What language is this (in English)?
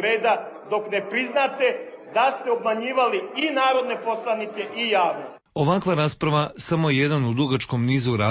Serbian